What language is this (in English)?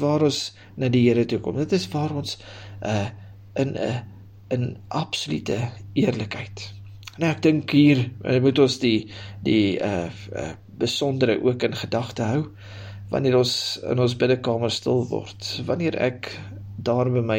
Afrikaans